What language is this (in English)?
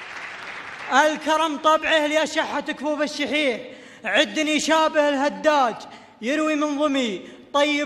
Arabic